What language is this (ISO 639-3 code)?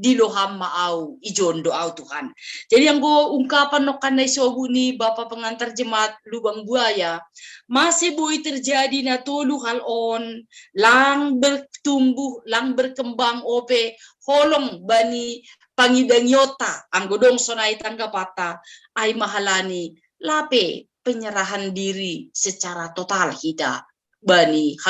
bts